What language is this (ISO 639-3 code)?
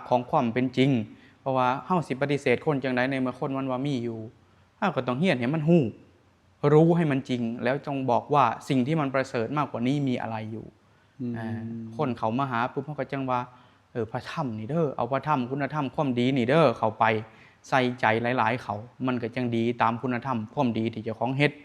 tts